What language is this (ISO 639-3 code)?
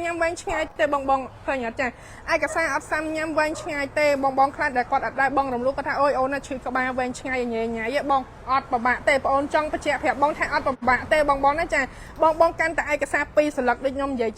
khm